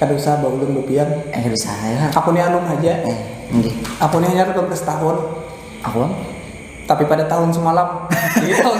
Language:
Banjar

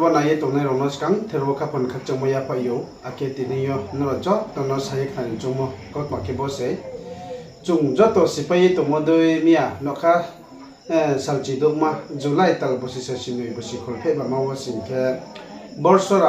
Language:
Riang (India)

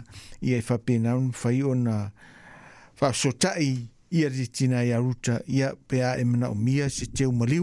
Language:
Samoan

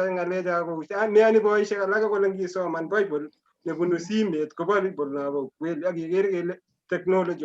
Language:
Kalenjin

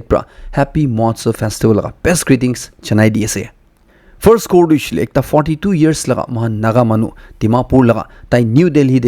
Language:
Naga Pidgin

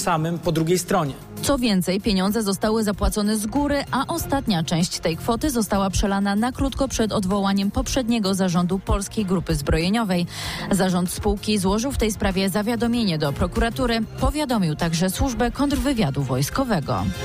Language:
Polish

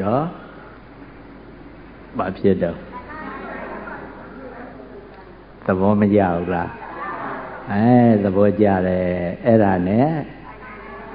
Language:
Burmese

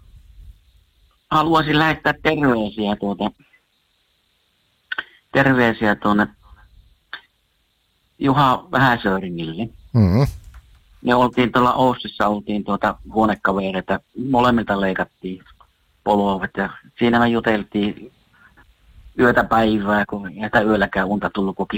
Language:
Finnish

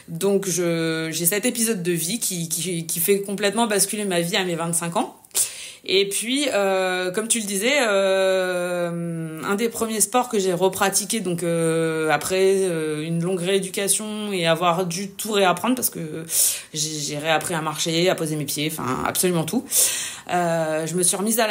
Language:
French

